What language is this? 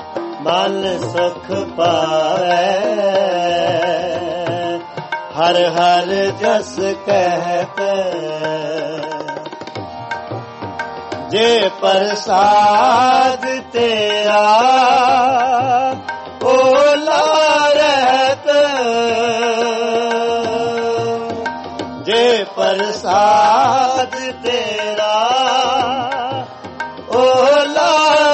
Punjabi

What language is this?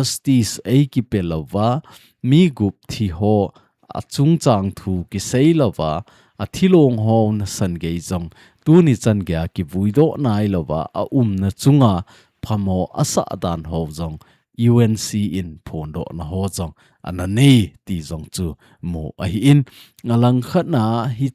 Thado Chin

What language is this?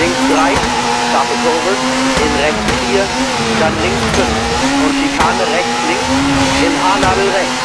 Bavarian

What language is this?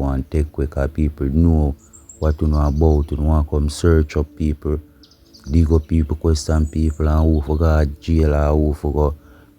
Jamaican Creole English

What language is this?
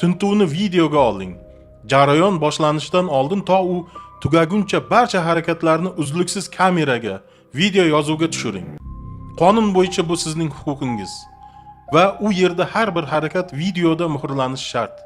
Uzbek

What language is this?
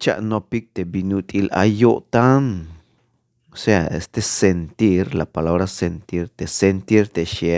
Tzeltal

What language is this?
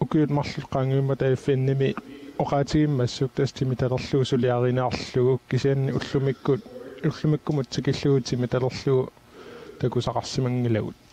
Kalaallisut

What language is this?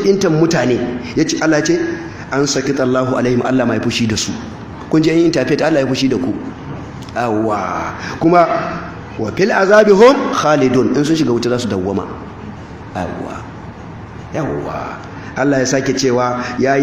Hausa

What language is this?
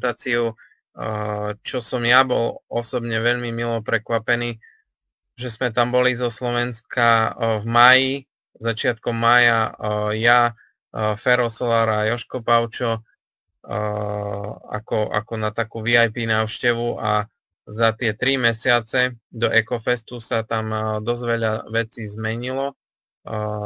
Slovak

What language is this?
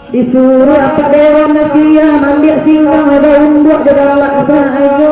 Minangkabau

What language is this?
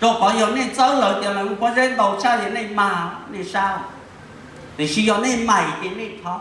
Hmong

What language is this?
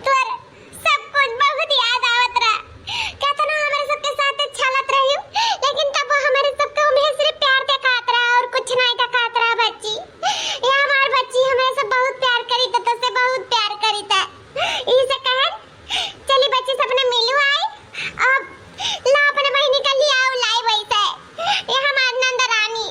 Awadhi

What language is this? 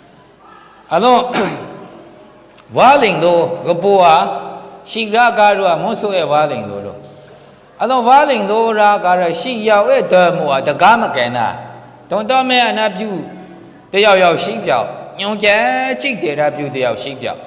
Maru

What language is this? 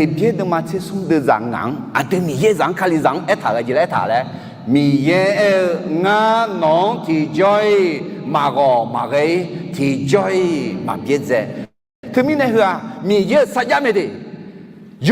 Akha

